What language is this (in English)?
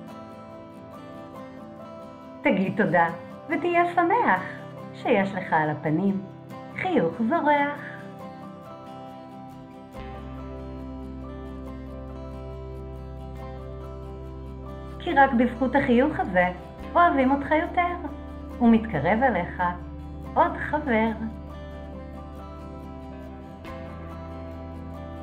Hebrew